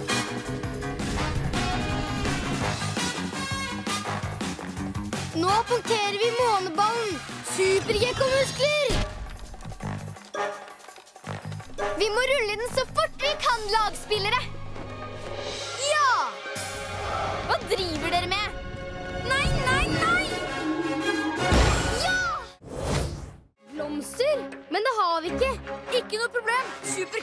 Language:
Norwegian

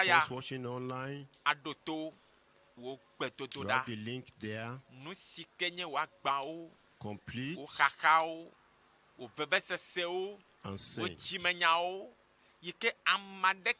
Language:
Ewe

